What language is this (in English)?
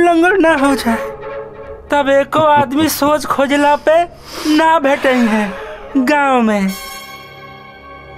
Bhojpuri